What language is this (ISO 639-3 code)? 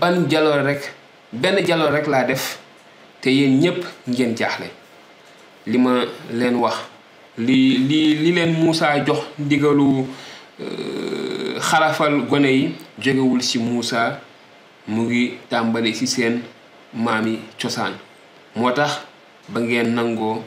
wol